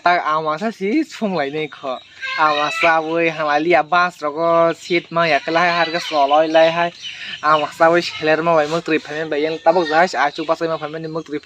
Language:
Kok Borok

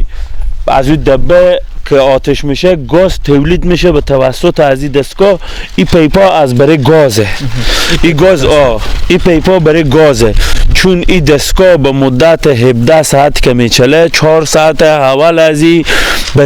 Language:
Persian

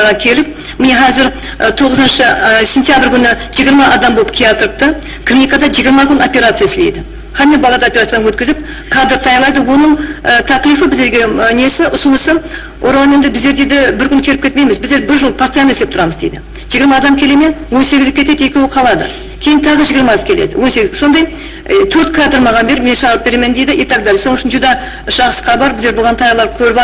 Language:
Kara-Kalpak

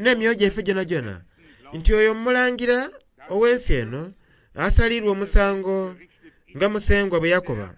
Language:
Soga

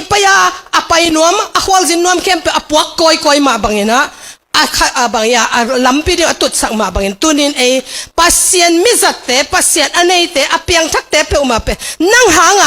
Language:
Tedim Chin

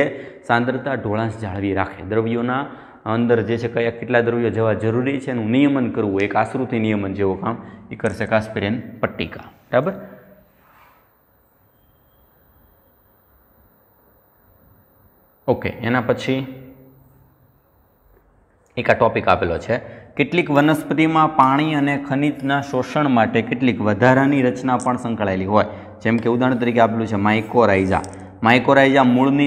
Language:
Gujarati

